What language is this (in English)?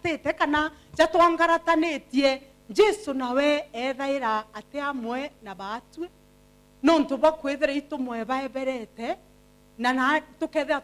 Meru